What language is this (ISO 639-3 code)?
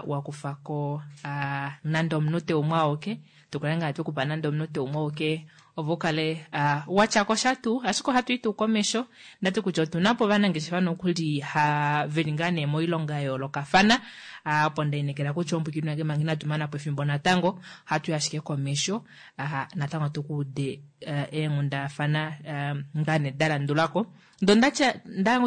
kua